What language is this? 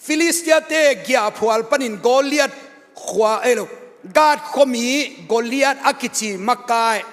Tedim Chin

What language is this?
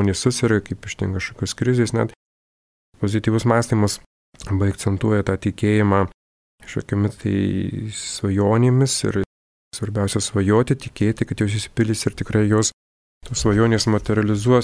Lithuanian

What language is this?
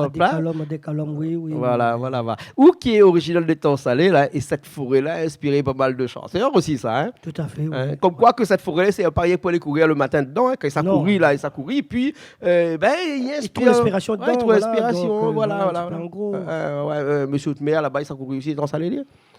Réunion Creole French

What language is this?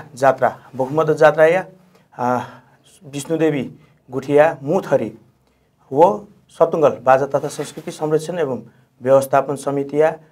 Newari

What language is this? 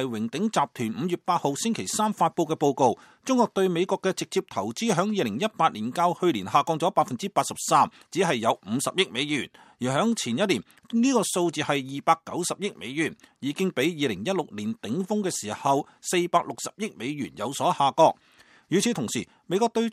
Cantonese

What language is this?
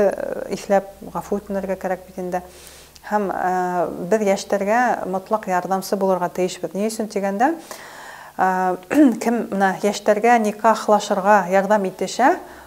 Bashkir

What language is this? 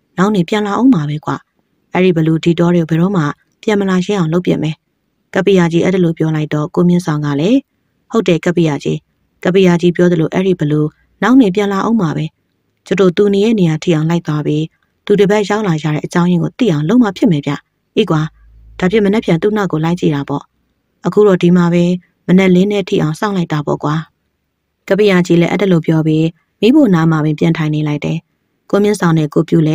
Burmese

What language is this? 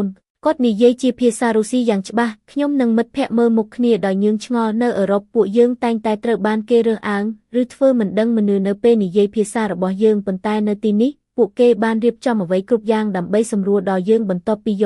Khmer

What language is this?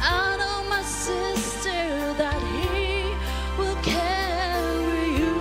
Ao Naga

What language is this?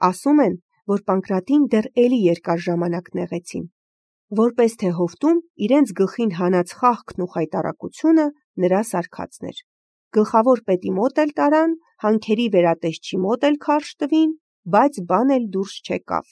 Armenian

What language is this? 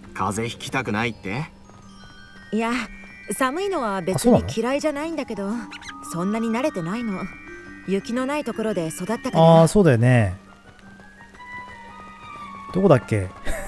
Japanese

